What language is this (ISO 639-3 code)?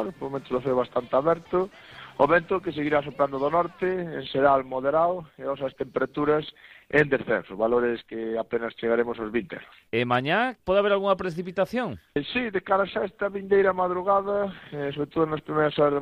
glg